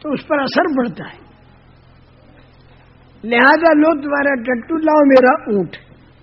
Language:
Urdu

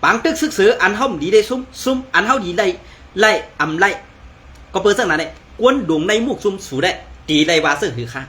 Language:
Shan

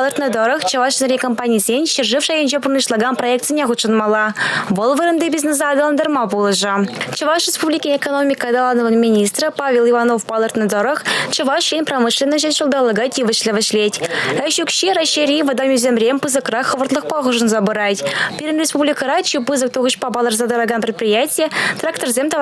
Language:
Chuvash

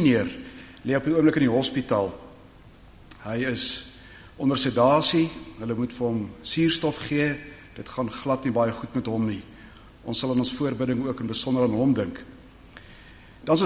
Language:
Afrikaans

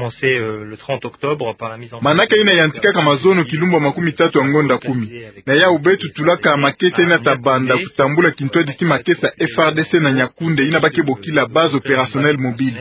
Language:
Kituba (Democratic Republic of Congo)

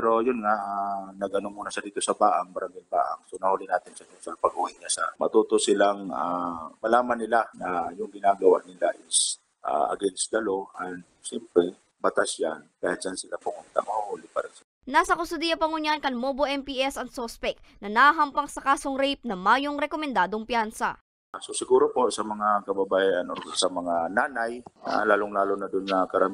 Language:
Bikol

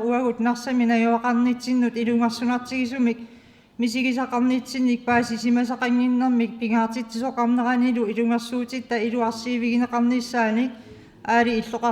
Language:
Kalaallisut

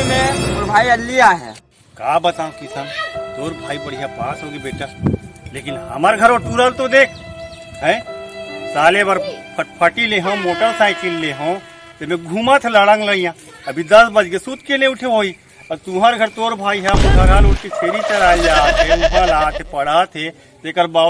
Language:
Chhattisgarhi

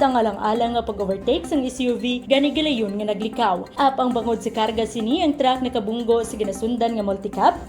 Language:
Hiligaynon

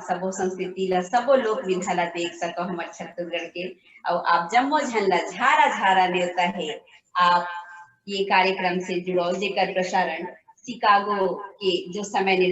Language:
Chhattisgarhi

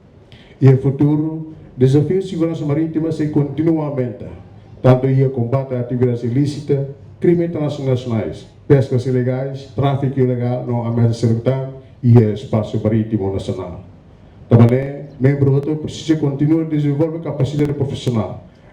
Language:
Tetum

